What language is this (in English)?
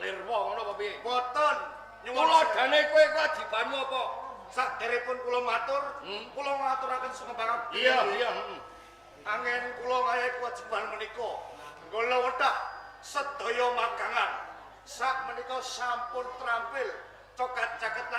Javanese